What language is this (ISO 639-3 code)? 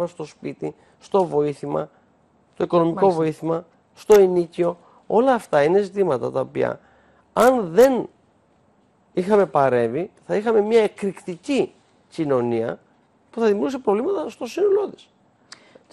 ell